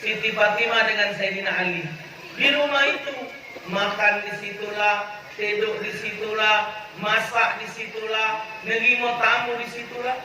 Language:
Musi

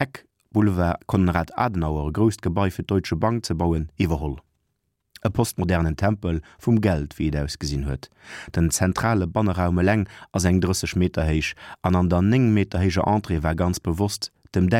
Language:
Luxembourgish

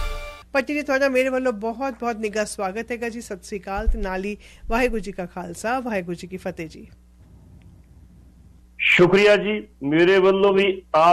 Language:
Punjabi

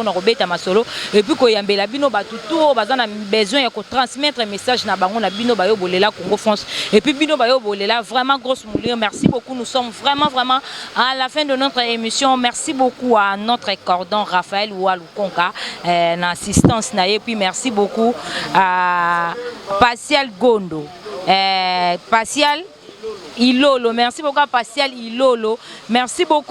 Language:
Lingala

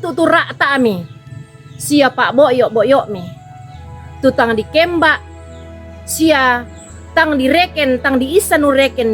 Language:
Toraja-Sa'dan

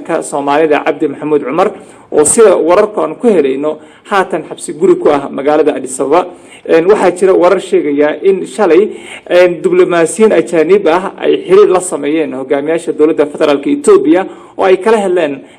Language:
Somali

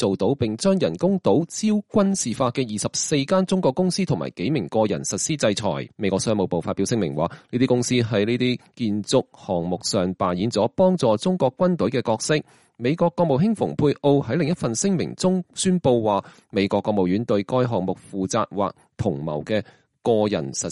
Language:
Cantonese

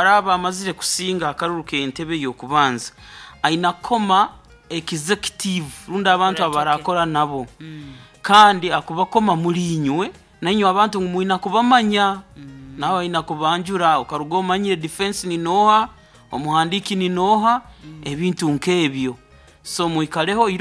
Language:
Nyankole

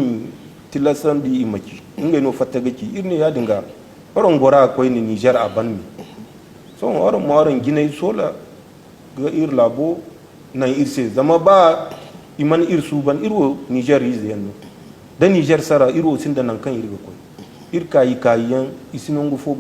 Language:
Zarma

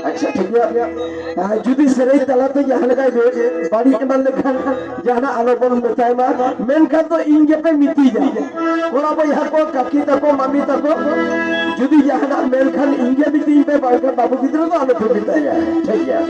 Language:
Santali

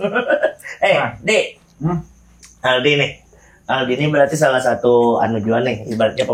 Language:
Banjar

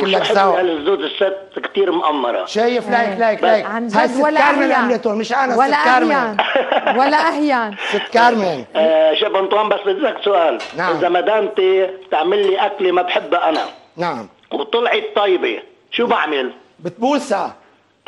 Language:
North Levantine Arabic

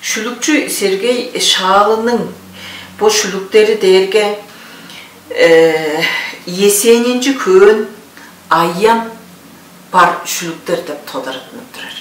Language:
Tuvinian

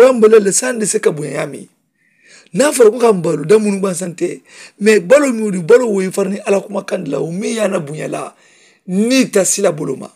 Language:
Mandingo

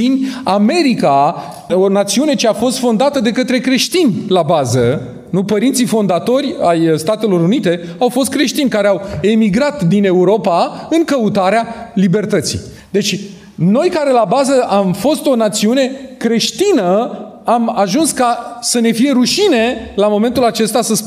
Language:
Romanian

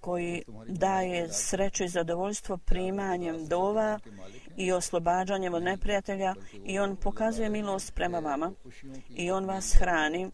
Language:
Bosnian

